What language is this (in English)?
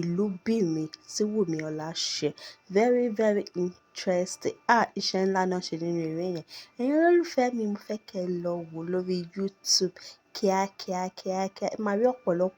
Yoruba